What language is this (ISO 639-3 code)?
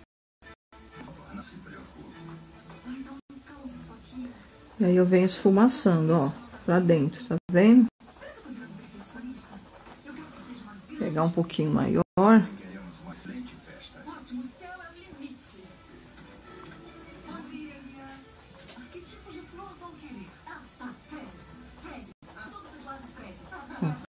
por